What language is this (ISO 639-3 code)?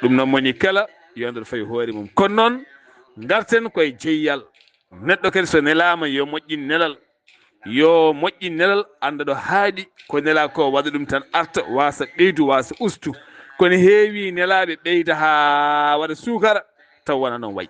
ful